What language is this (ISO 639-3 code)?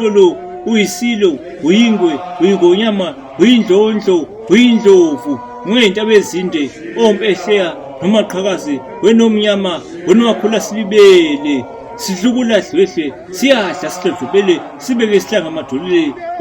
zul